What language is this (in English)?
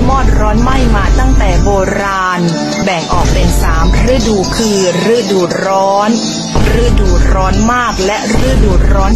Thai